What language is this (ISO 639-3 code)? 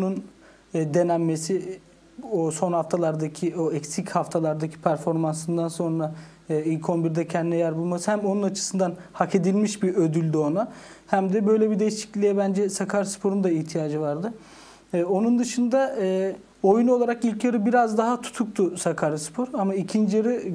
tur